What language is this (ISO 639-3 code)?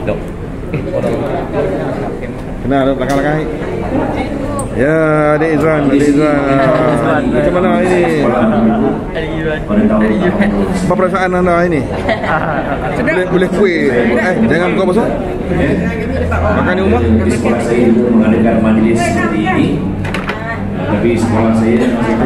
msa